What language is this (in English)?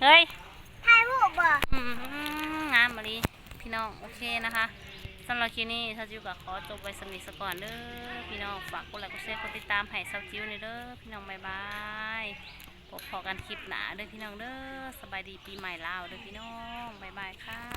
Lao